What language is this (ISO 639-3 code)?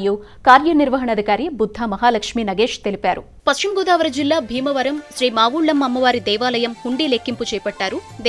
tel